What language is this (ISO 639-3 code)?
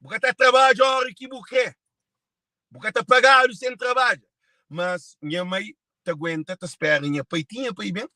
kea